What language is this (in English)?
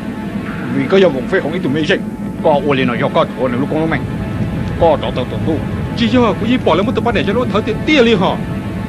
Hmong